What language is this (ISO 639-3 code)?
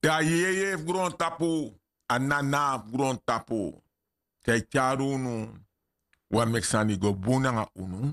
srn